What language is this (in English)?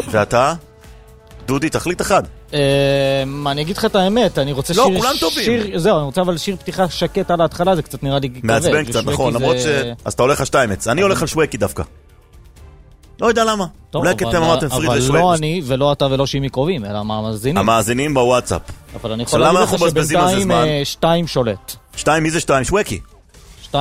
Hebrew